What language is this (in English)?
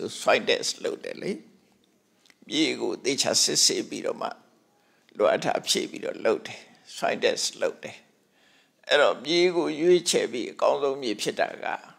Burmese